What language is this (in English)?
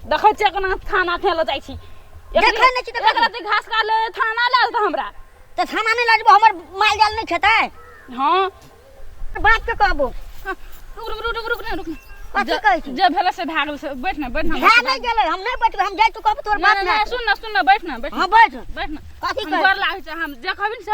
Maithili